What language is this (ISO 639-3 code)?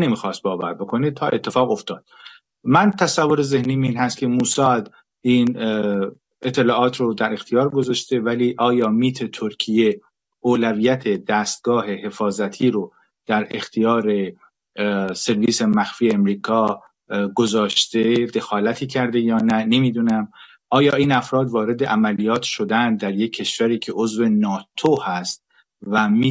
fas